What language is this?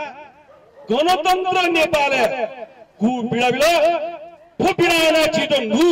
Newari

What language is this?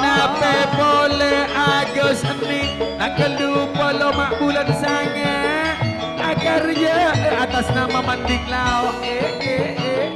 Madurese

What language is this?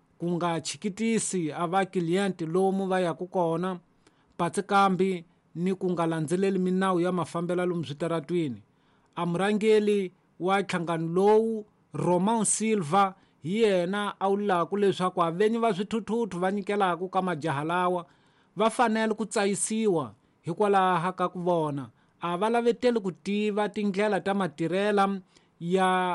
Tsonga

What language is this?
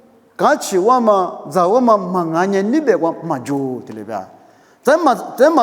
Lisu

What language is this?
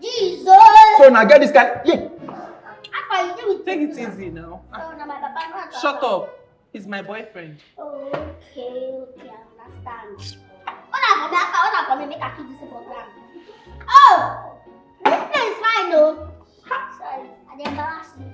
Nigerian Pidgin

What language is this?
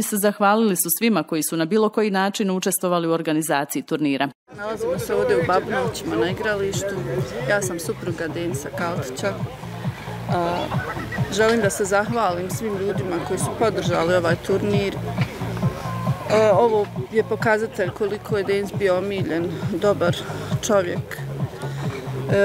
Bosnian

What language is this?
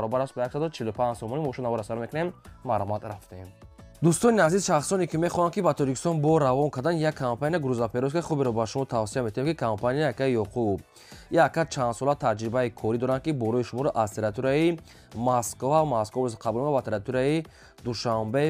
Tajik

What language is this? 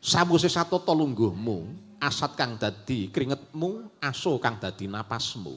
Javanese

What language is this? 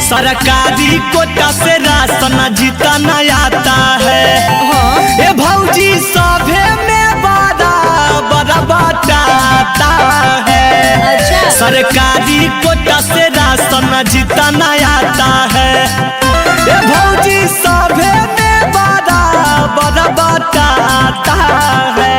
Magahi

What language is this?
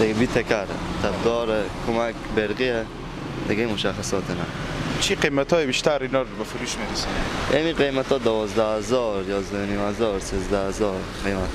Persian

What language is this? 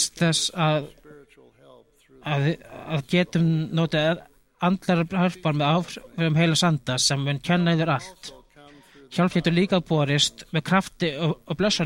Icelandic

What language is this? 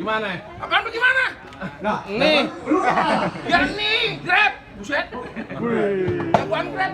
Betawi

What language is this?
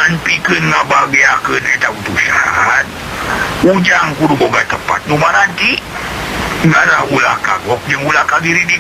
Sundanese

